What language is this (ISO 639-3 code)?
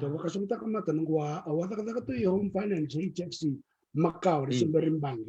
fij